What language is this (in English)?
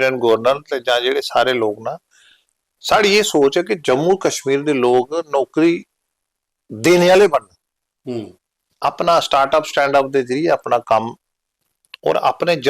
Dogri